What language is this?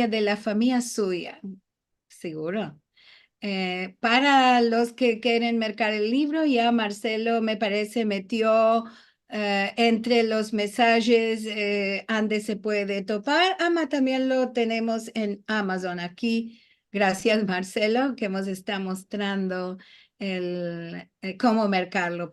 Ladino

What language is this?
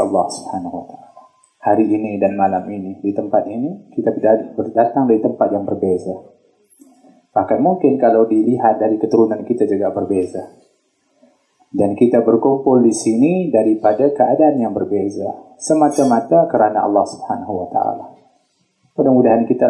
Malay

